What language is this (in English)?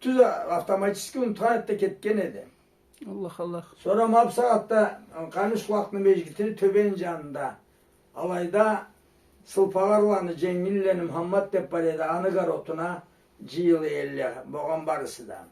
Karachay-Balkar